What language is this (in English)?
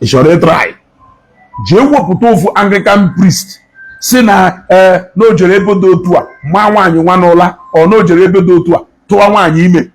Igbo